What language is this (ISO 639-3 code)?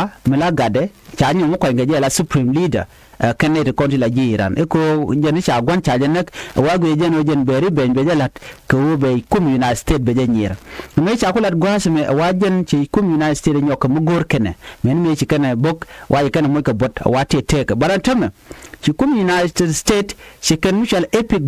nus